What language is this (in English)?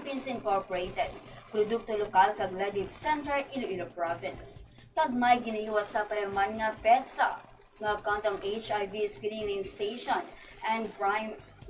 Hiligaynon